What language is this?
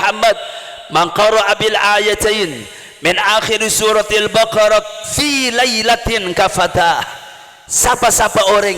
Madurese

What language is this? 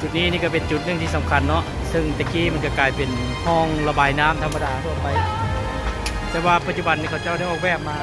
Lao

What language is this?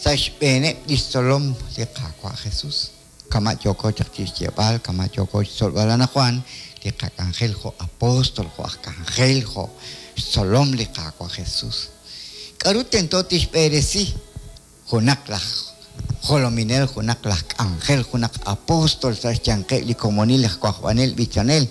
Kekchí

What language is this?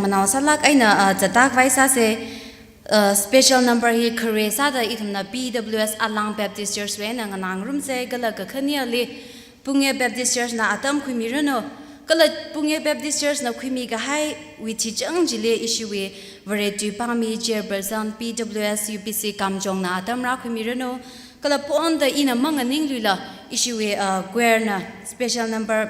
Tangkhul Naga (India)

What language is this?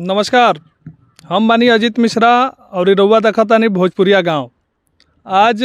Bhojpuri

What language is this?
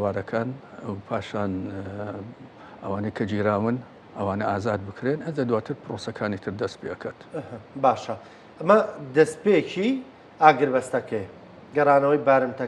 Central Kurdish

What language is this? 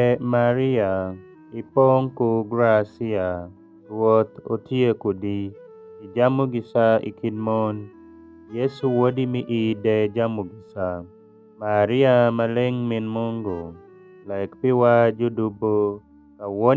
Alur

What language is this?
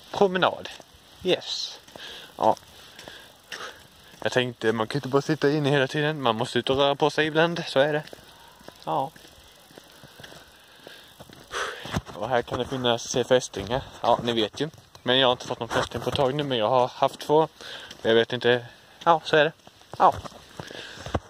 Swedish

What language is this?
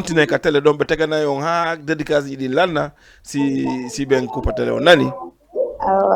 Fula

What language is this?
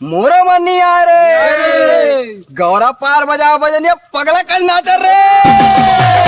Chhattisgarhi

